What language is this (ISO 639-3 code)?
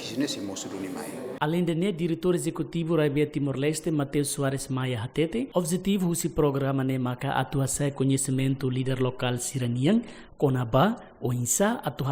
tet